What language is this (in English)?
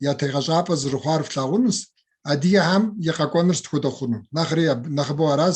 Kabardian